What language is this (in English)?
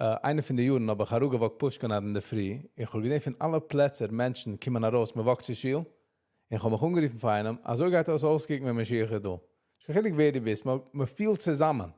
Yiddish